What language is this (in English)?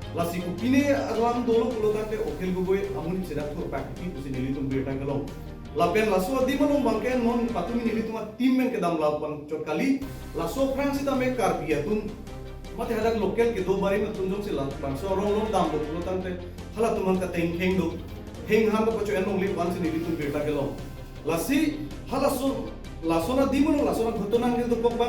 Karbi